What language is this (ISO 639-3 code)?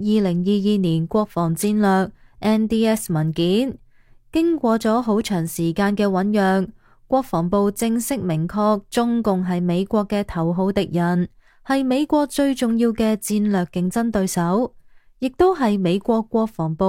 yue